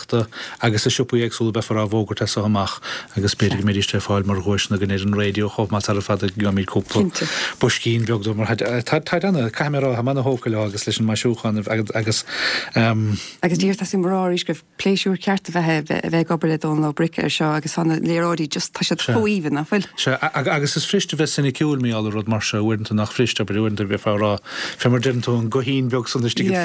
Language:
Irish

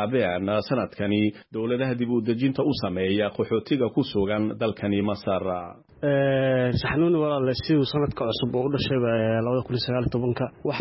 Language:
Somali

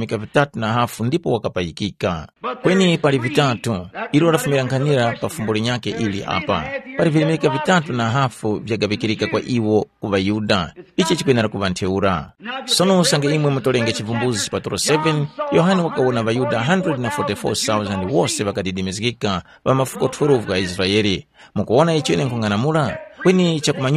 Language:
Tumbuka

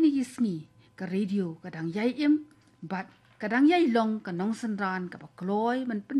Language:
Khasi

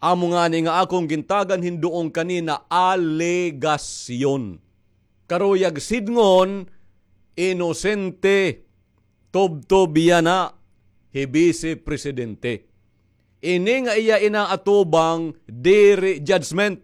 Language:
Waray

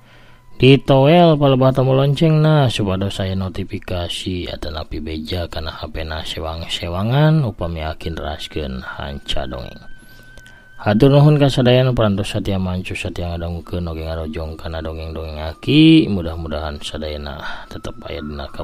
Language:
Sundanese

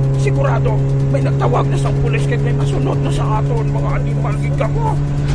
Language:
Hiligaynon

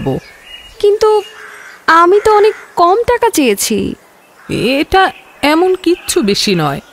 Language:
Bangla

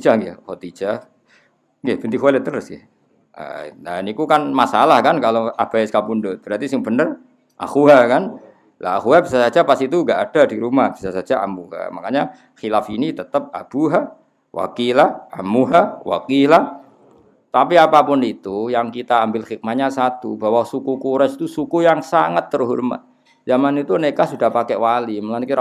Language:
Javanese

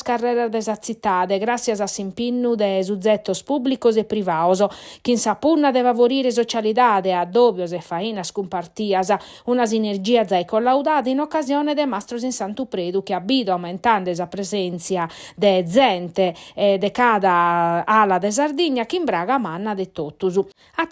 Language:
Sardinian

